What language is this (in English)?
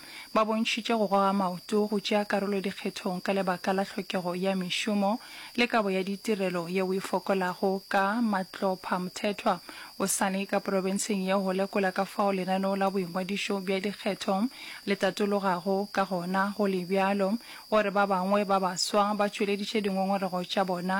Northern Sotho